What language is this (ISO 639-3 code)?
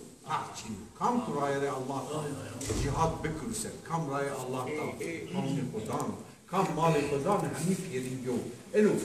zza